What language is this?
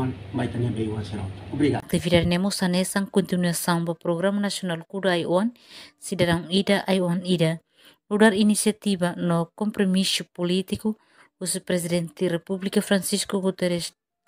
Tetum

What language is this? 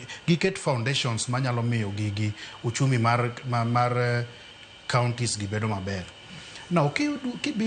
Luo (Kenya and Tanzania)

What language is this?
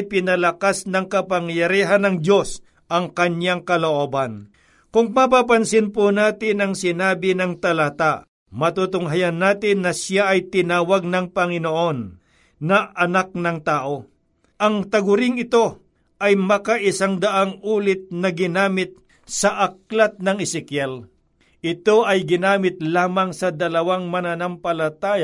Filipino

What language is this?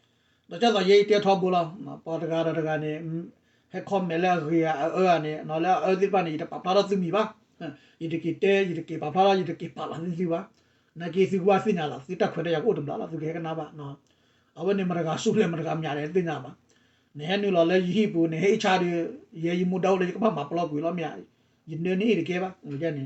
S'gaw Karen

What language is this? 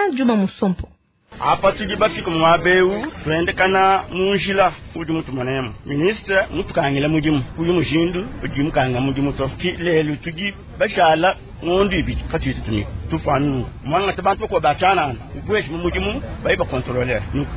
Luba-Lulua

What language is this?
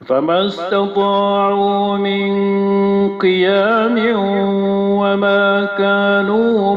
Maranao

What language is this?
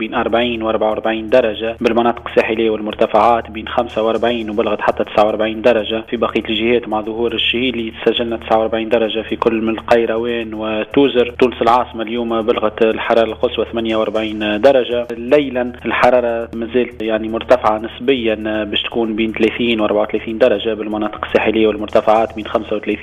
Tunisian Arabic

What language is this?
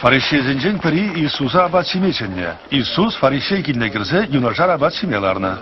Chuvash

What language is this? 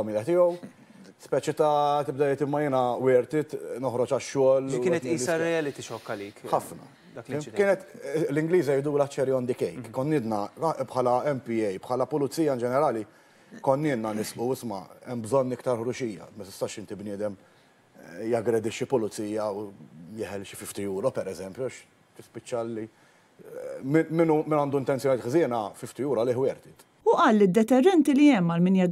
Maltese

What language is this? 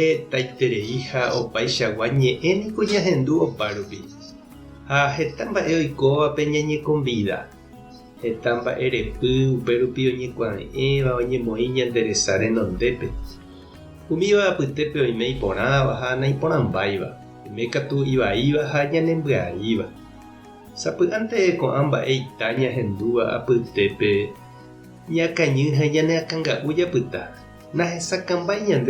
Guarani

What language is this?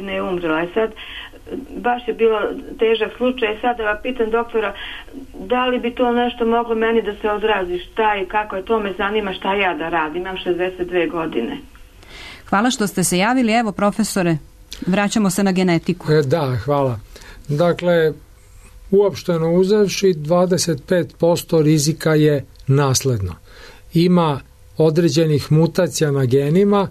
Serbian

